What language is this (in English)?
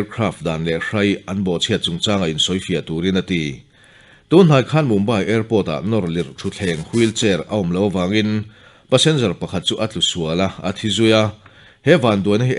Mizo